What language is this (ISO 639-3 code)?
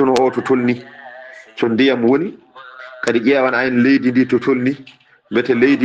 ful